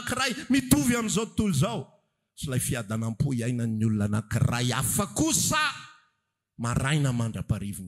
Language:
Malagasy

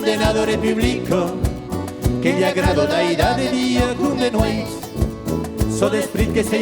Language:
Occitan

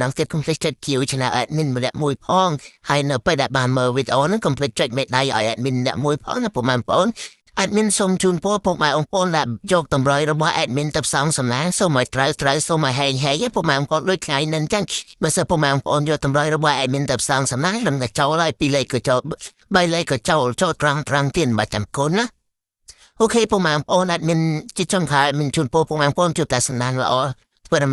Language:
Khmer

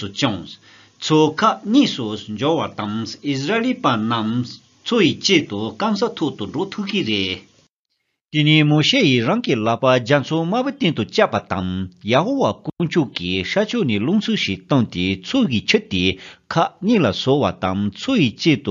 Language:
Tibetan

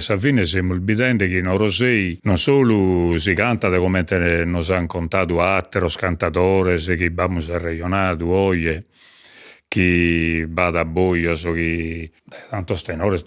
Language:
Sardinian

